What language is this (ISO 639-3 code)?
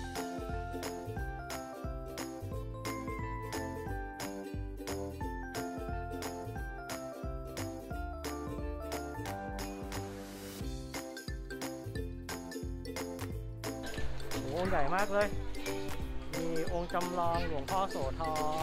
tha